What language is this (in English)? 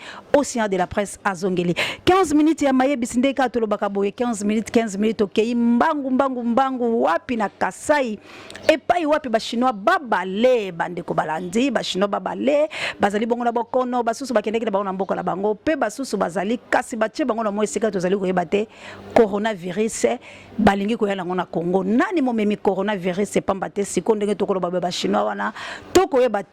Lingala